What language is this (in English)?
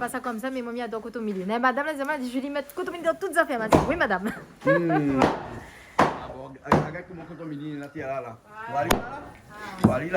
Réunion Creole French